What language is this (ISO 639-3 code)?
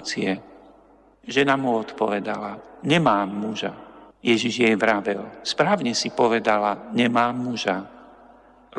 slk